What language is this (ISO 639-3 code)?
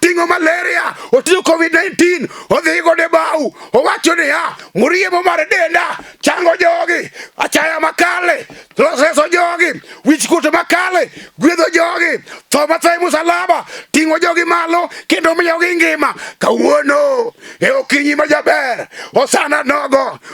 luo